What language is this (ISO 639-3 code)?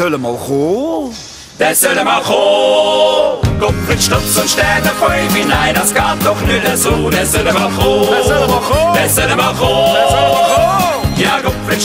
gsw